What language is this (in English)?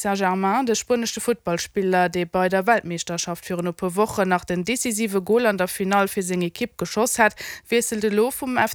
Luxembourgish